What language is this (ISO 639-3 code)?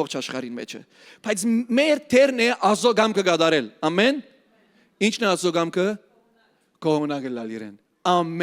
hyw